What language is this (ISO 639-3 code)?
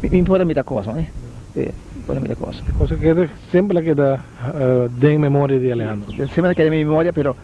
pap